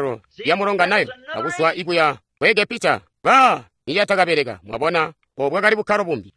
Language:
Tonga (Zambia)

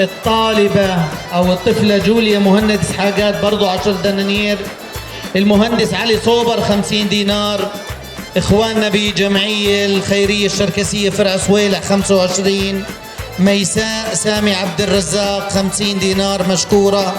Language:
North Levantine Arabic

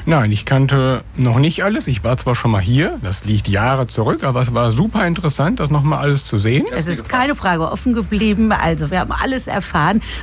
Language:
German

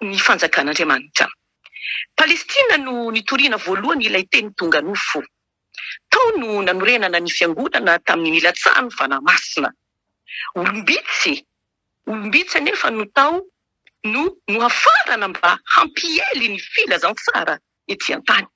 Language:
Malagasy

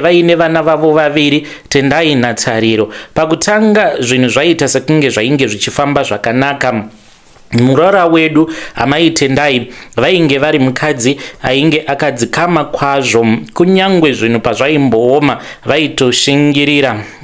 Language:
Shona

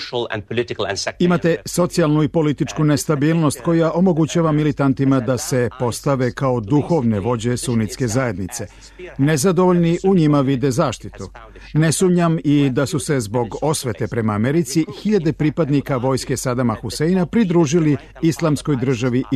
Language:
Serbian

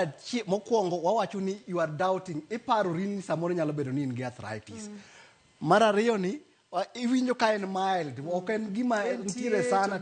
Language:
Luo (Kenya and Tanzania)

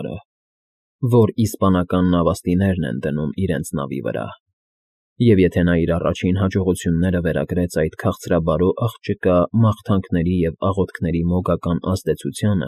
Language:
Armenian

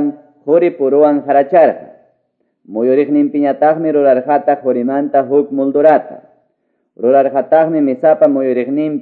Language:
Quechua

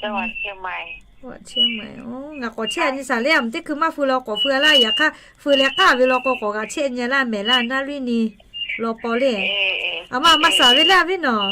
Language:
Lahu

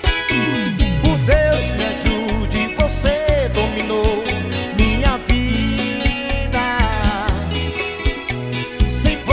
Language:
Portuguese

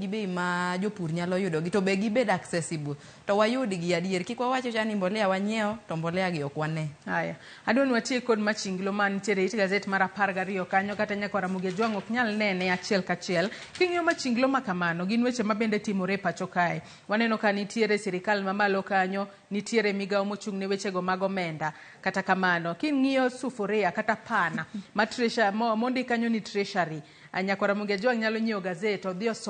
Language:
Luo (Kenya and Tanzania)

